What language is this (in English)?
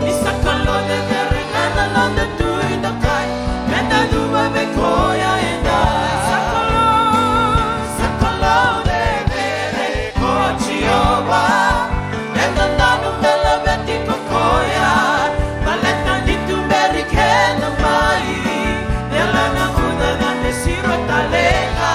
Fijian